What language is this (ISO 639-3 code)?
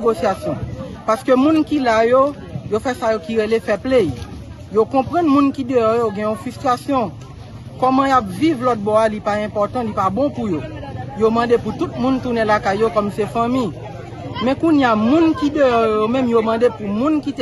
hat